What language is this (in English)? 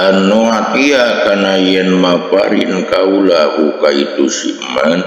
Sundanese